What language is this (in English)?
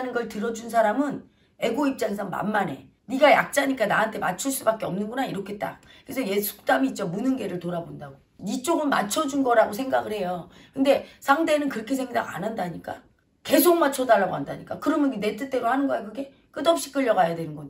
Korean